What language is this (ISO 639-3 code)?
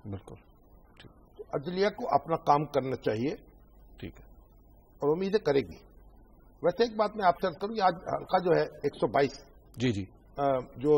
urd